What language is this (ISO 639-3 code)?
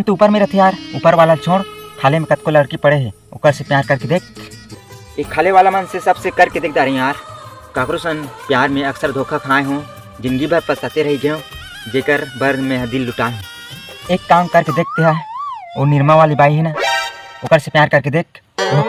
hne